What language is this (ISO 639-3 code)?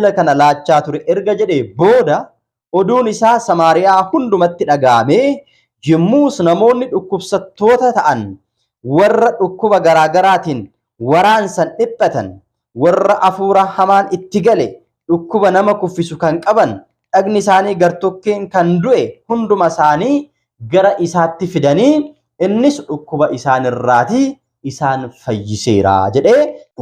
orm